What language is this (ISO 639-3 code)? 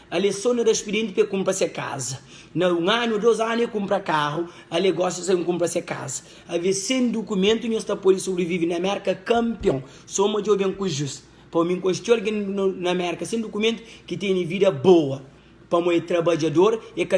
kea